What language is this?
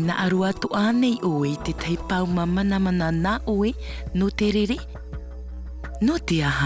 Tahitian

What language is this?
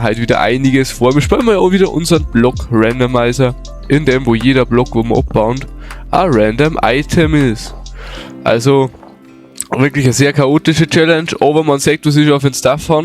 Bavarian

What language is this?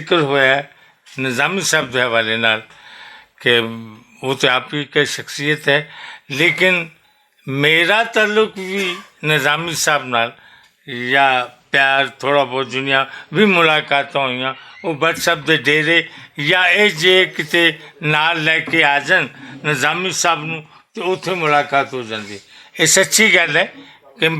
Western Panjabi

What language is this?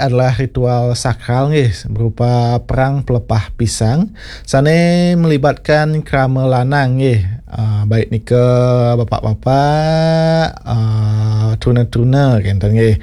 Balinese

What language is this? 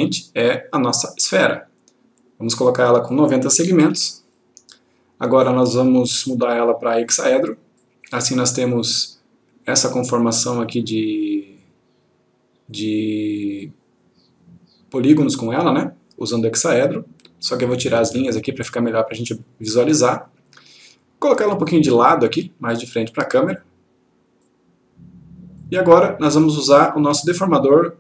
Portuguese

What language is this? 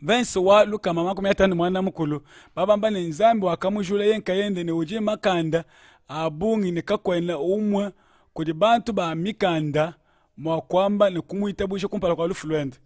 Luba-Lulua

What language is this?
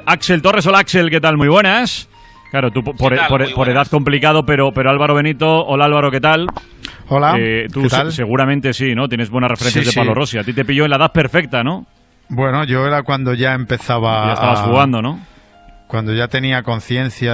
Spanish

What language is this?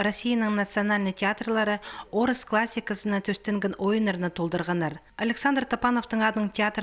Khakas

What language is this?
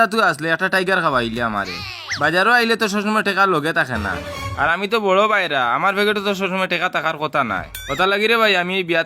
Sylheti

